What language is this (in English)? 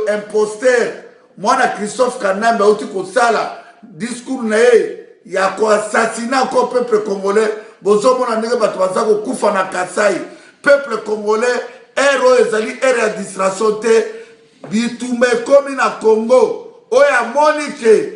Lingala